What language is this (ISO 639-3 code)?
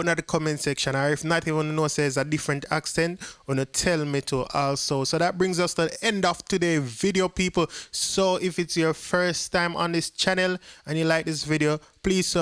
jam